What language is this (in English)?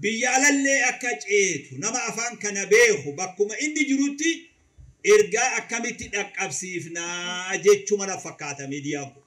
Oromo